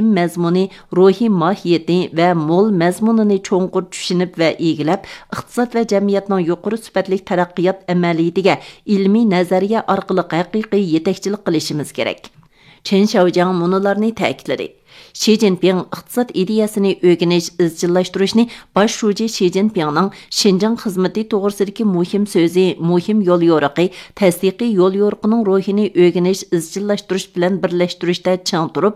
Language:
Uyghur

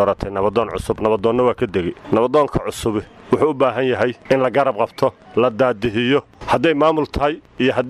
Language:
Somali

